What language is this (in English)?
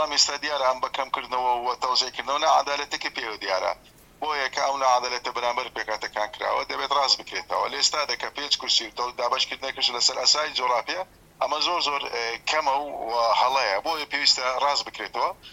Central Kurdish